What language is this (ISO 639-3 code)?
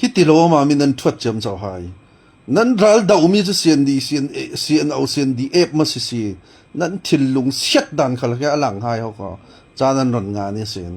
cfm